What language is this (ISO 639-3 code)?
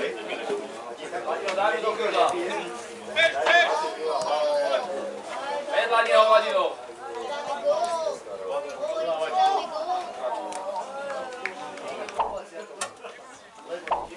slk